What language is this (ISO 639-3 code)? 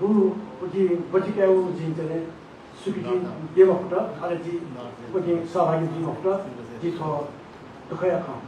new